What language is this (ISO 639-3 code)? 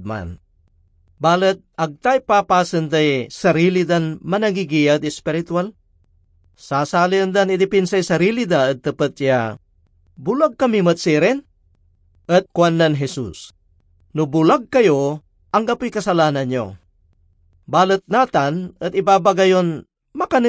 pag